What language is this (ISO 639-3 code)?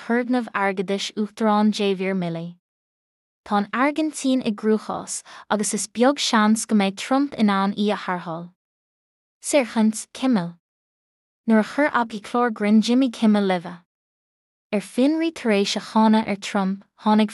gle